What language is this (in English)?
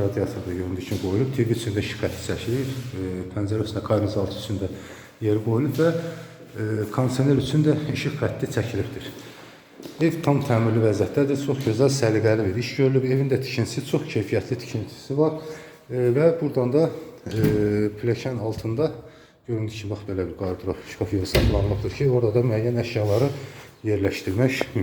Azerbaijani